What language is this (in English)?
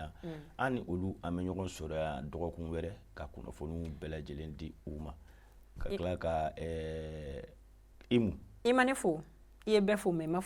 Bambara